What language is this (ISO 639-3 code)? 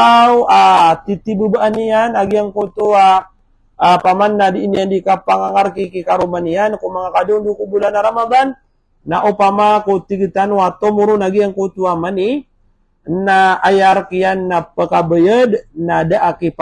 mrw